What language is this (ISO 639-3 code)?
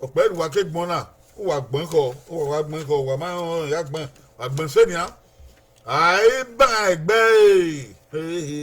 bin